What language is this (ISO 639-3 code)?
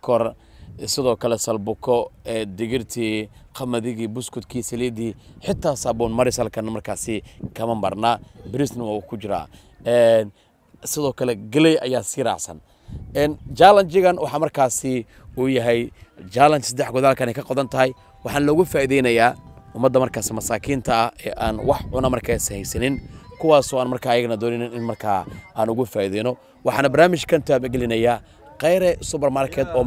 som